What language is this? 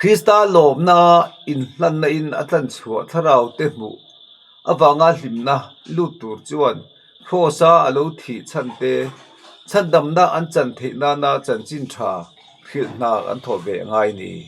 Mizo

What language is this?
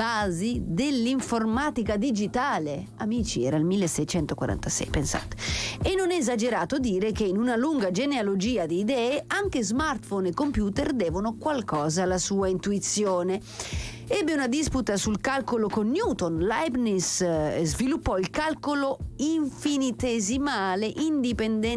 Italian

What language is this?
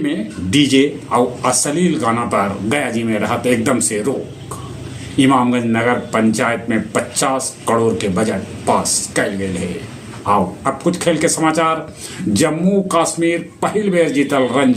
Magahi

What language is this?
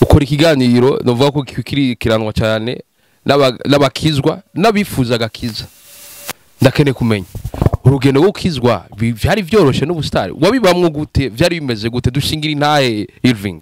Rundi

